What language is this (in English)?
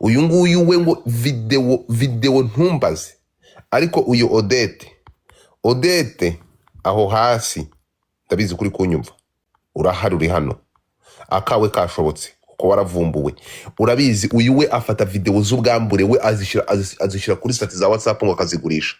Kinyarwanda